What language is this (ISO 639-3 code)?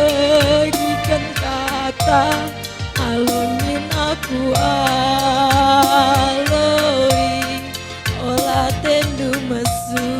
btx